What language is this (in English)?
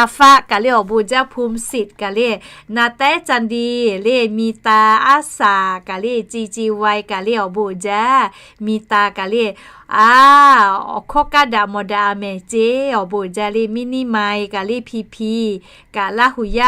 Lahu